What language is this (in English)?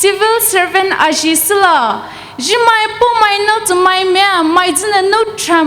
Poumei Naga